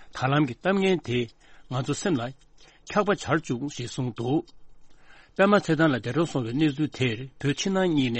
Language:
Tibetan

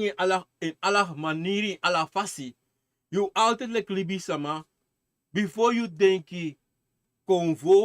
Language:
Sranan Tongo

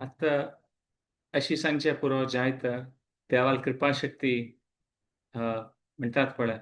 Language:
Konkani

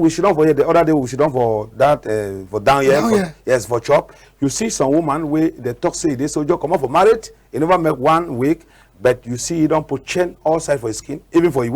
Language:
Cameroon Pidgin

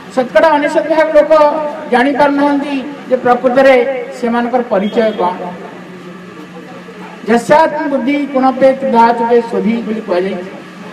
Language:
Odia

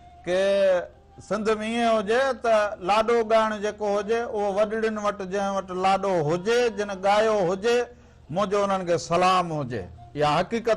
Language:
Sindhi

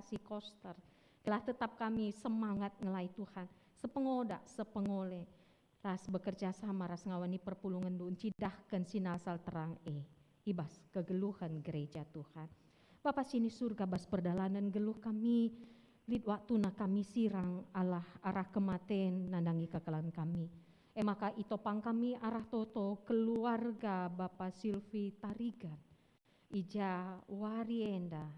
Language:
Batak Karo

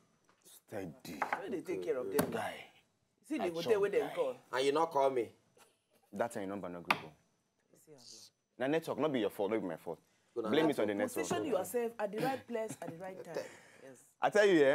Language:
Nigerian Pidgin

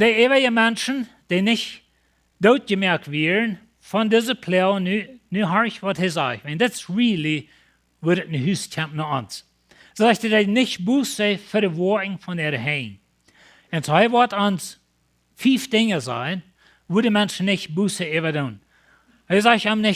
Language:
Plautdietsch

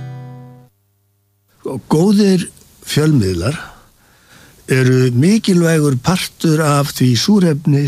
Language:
Icelandic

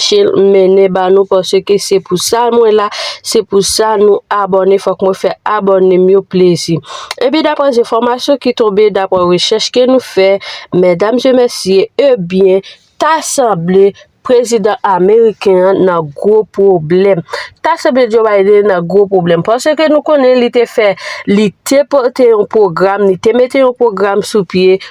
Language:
Haitian Creole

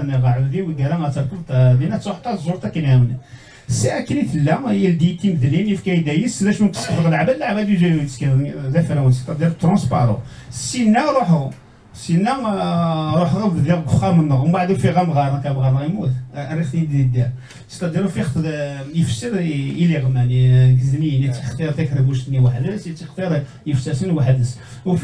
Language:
Kabyle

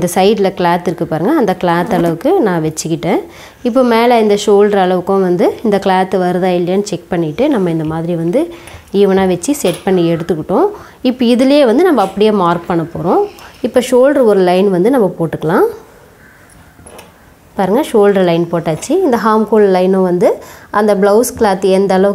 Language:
Tamil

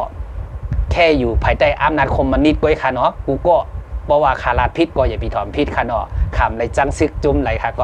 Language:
Shan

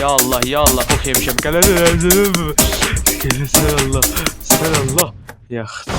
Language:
South Azerbaijani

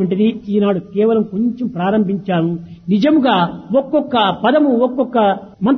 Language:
Telugu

